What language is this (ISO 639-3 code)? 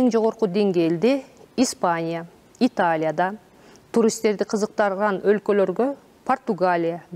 kir